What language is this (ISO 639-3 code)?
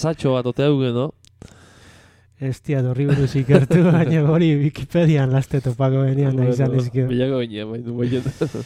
eus